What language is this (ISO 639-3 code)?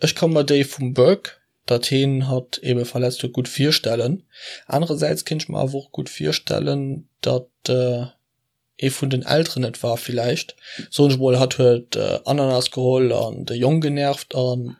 ltz